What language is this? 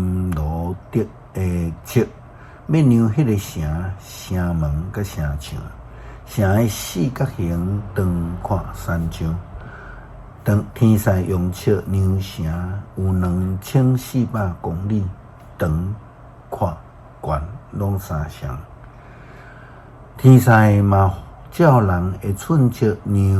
Min Nan Chinese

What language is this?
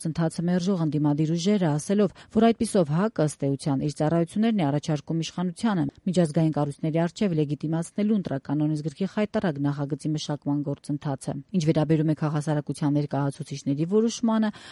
Armenian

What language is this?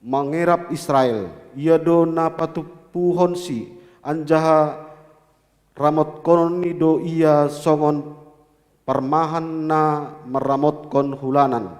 Batak Simalungun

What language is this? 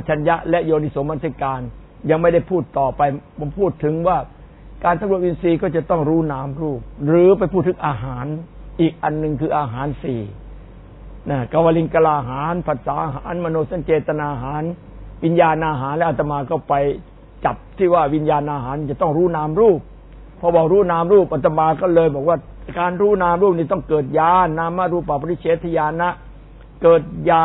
Thai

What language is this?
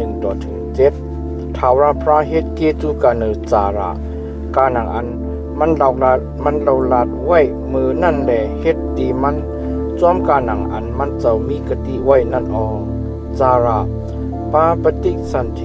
Shan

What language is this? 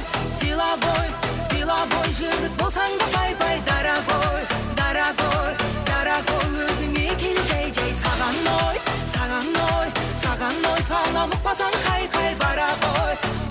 Kara-Kalpak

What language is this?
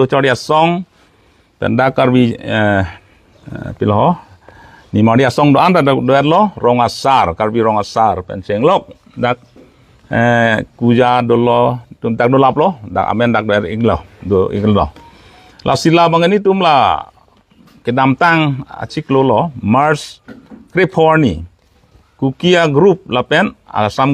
Karbi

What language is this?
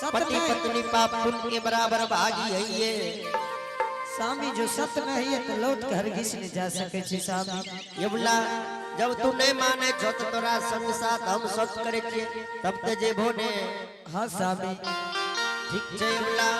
Angika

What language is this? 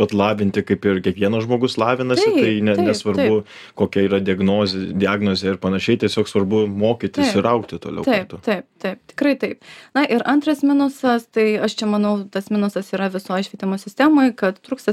Lithuanian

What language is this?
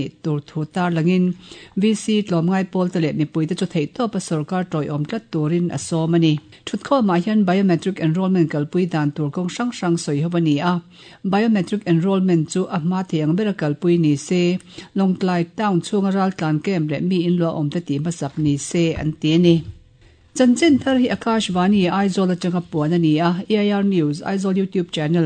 Mizo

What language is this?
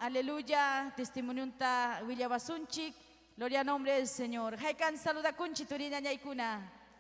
Ayacucho Quechua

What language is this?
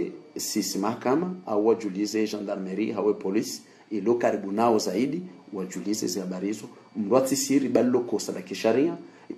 Ngazidja Comorian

